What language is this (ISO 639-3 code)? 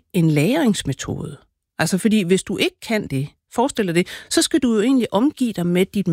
dan